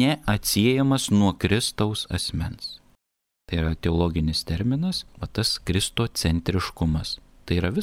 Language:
Lithuanian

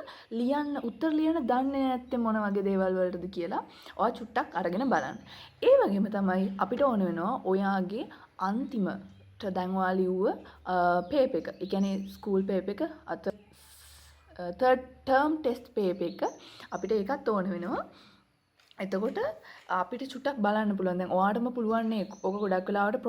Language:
Sinhala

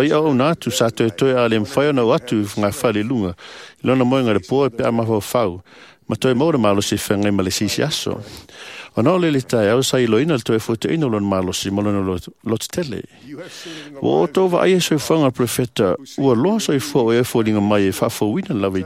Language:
Samoan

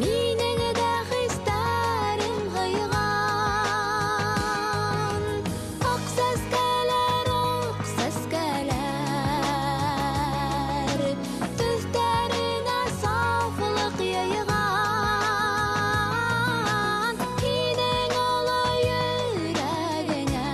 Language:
Bashkir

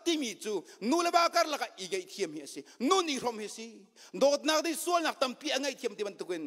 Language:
Hakha Chin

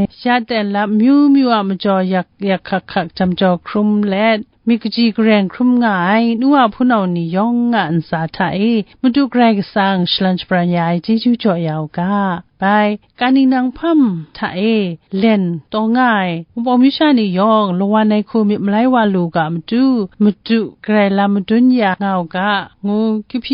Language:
Kachin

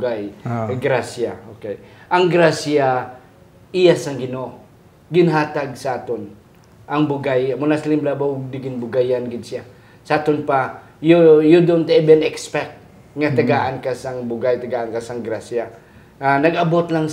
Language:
Hiligaynon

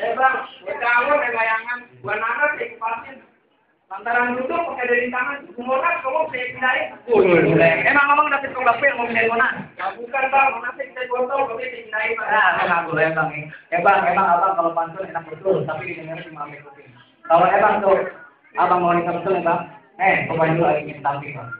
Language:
Betawi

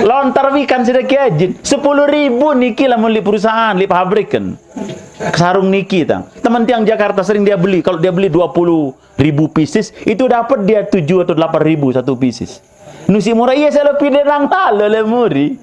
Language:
Sasak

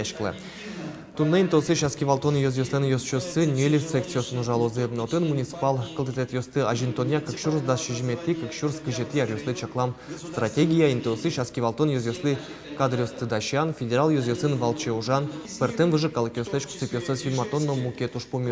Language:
Udmurt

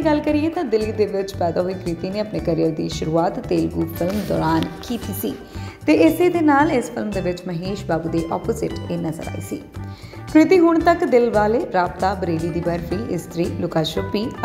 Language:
Punjabi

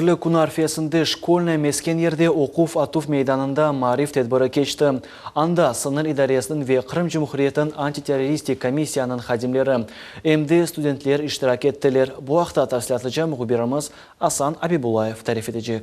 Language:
Crimean Tatar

